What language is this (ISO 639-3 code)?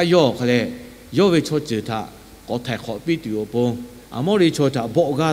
lhu